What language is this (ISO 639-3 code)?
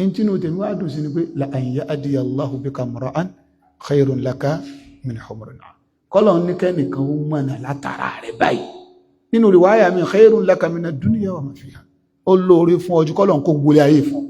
yor